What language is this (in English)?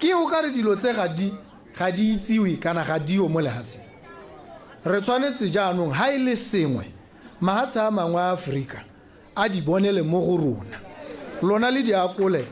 Tswana